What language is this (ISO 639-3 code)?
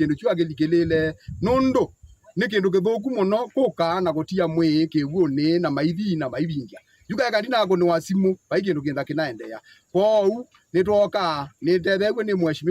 kam